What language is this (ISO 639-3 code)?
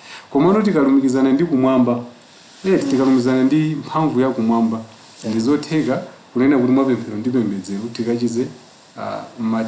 nya